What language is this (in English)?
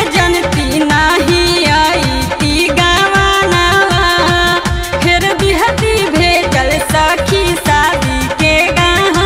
Bhojpuri